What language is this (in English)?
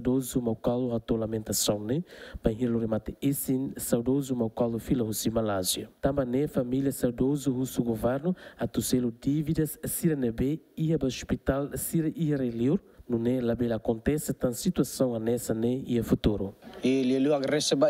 Tetum